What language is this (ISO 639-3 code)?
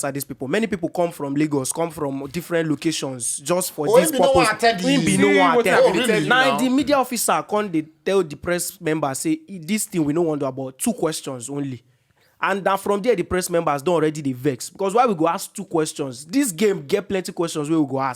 pcm